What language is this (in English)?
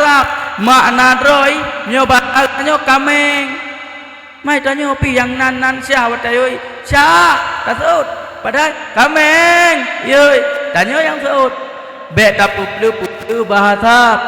Achinese